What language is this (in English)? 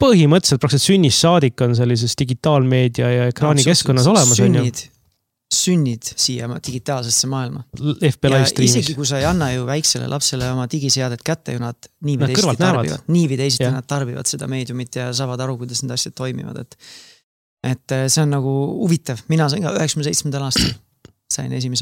Estonian